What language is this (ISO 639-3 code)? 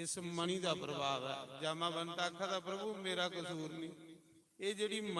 doi